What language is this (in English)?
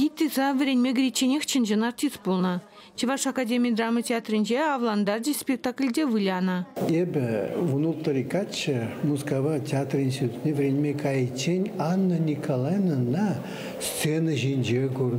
Chuvash